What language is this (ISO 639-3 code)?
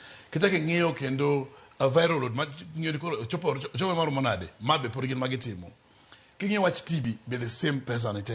luo